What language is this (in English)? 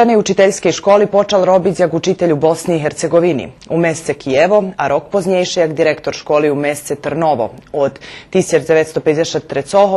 Rusyn